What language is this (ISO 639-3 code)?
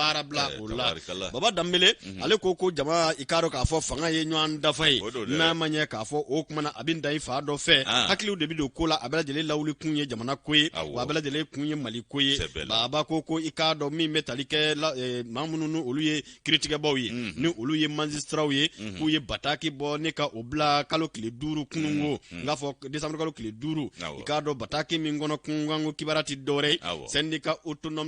bam